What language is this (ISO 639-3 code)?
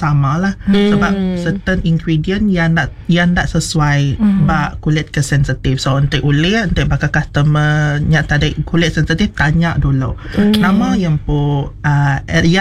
iba